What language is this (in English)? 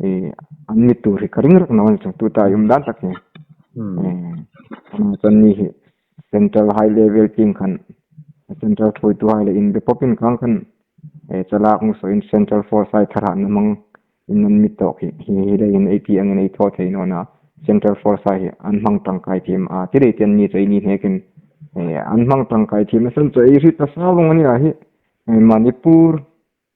Hmar